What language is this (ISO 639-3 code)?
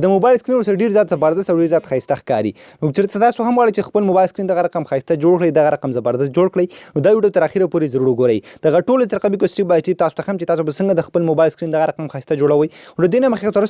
pus